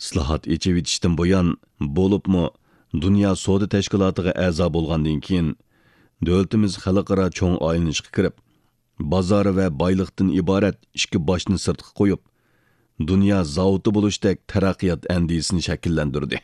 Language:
Uyghur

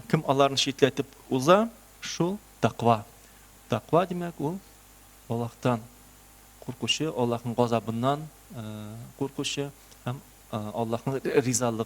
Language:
Tatar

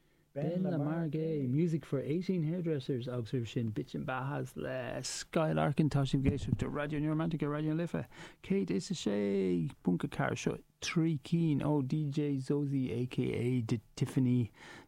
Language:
Irish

